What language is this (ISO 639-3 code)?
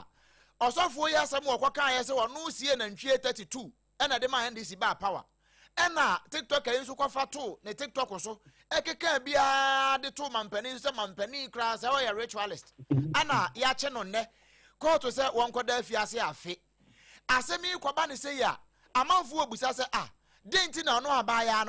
aka